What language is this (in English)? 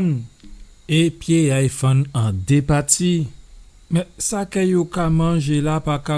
Guadeloupean Creole French